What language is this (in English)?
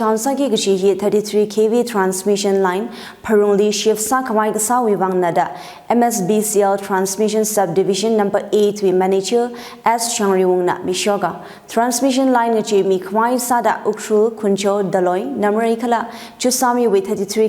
Tangkhul Naga (India)